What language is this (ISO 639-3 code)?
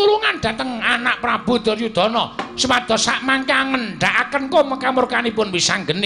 jav